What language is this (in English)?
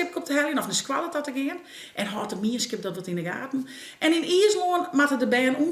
Western Frisian